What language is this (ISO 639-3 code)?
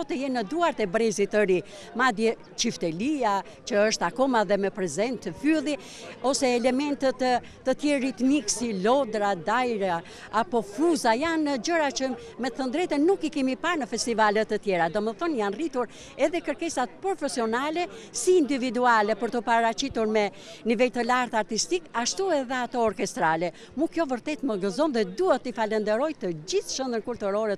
sqi